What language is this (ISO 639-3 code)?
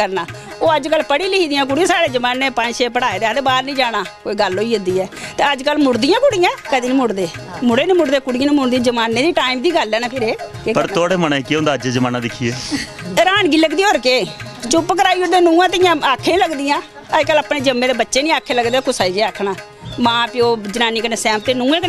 doi